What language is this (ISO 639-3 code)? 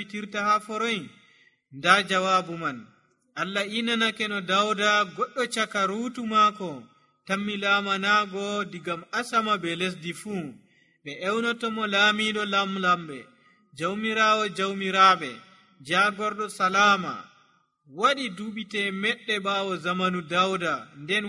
fuv